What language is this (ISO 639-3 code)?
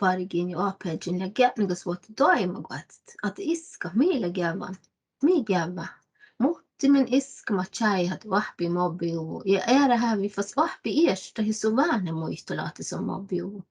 sme